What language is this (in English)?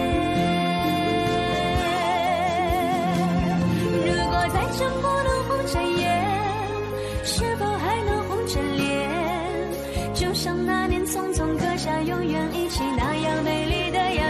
Chinese